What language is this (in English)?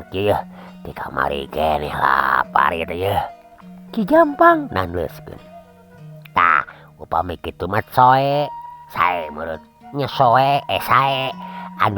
Sundanese